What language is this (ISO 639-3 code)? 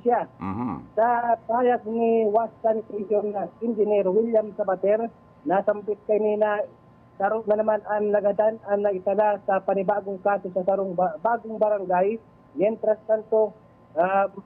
bik